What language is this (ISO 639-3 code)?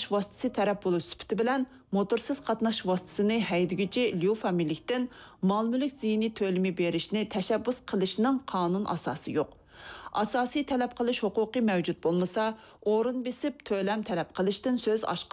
uig